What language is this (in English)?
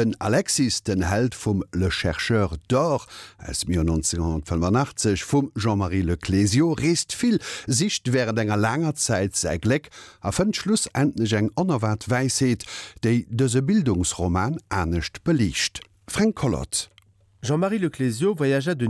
Luxembourgish